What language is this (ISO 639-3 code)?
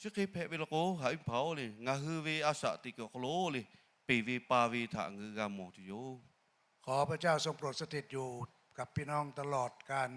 lhu